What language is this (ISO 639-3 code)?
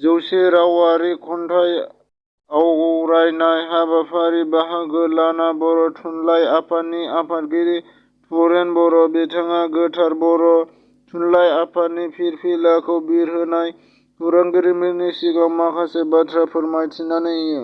brx